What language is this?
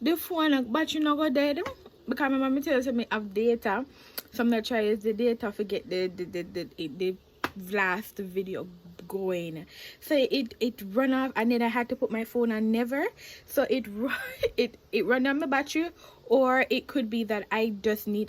Jamaican Creole English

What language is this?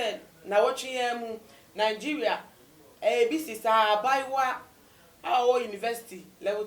Akan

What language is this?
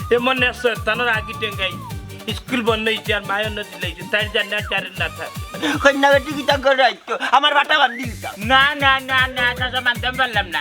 Sylheti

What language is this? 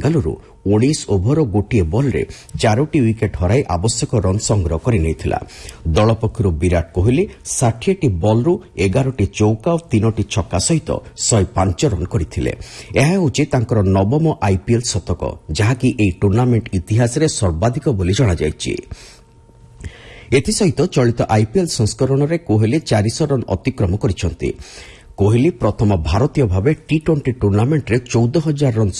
Odia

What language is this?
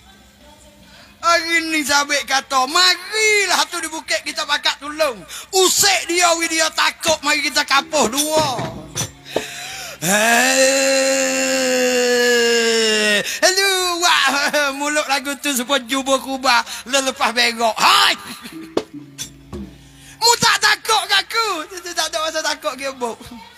Pattani Malay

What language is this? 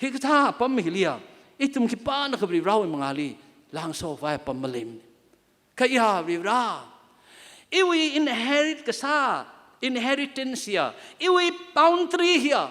Tangkhul Naga (India)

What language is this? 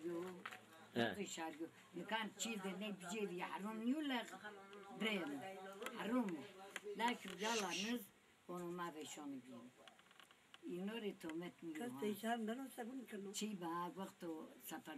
Zaza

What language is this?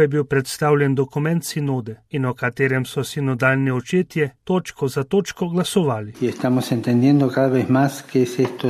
Slovenian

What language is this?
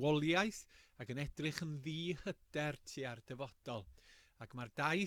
Welsh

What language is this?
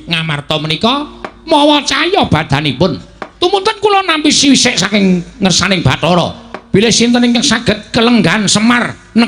Javanese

